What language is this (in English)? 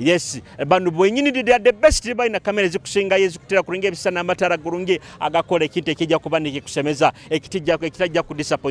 Nyoro